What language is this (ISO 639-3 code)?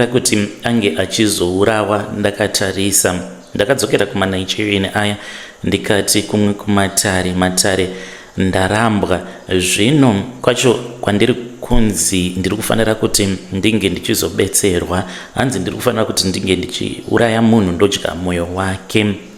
sna